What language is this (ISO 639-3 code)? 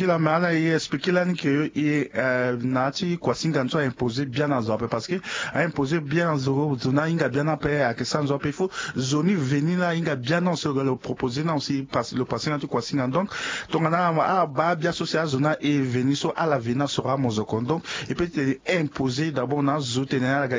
sag